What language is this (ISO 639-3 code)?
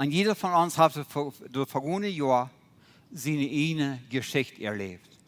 pdt